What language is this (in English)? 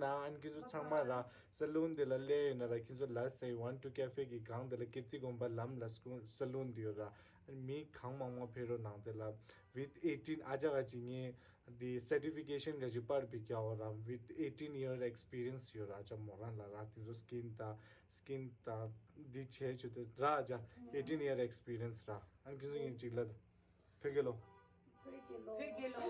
Tibetan